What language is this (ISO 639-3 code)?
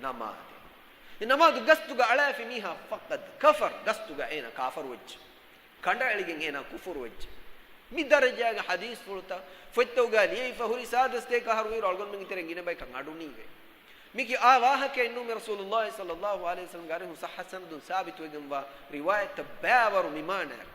div